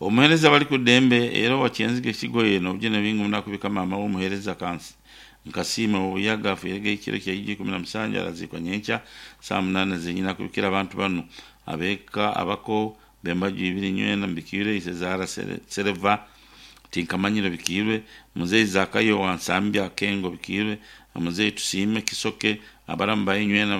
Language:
Nyankole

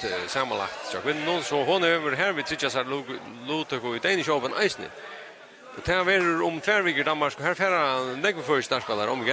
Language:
Faroese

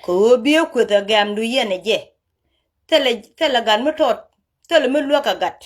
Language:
Nuer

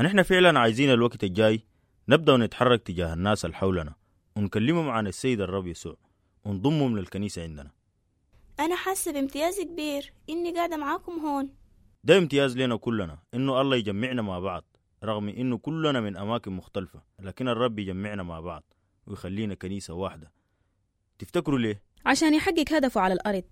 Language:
Sudanese Arabic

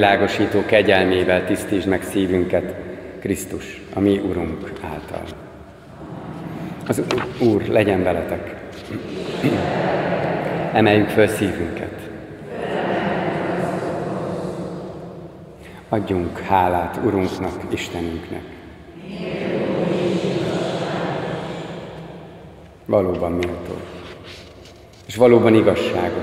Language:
Hungarian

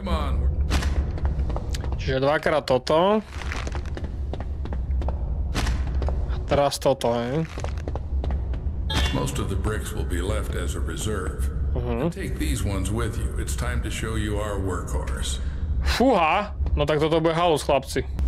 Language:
Slovak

